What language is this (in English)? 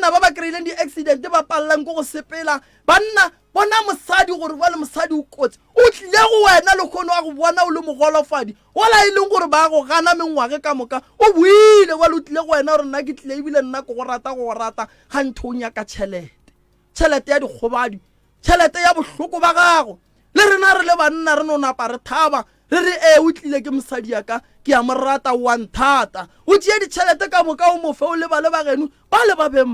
Northern Sotho